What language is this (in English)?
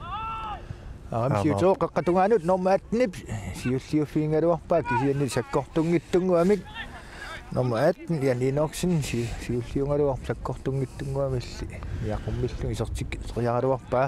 Kalaallisut